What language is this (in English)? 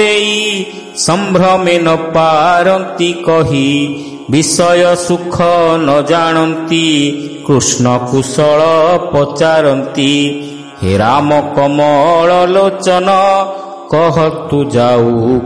Odia